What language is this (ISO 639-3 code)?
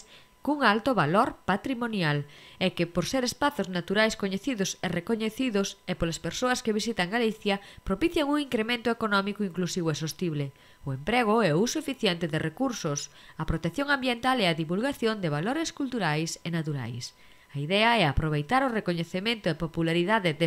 glg